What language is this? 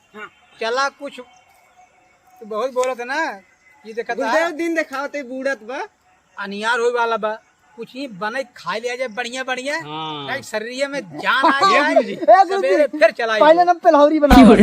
Awadhi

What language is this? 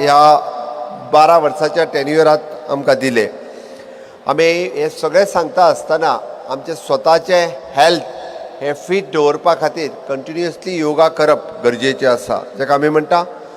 Konkani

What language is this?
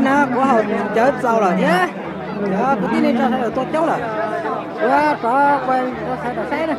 Hmong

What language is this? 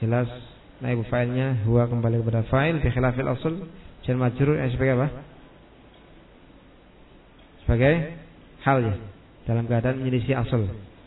Indonesian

